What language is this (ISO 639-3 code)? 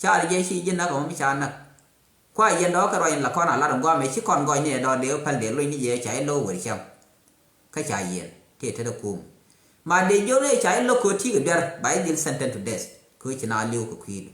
nus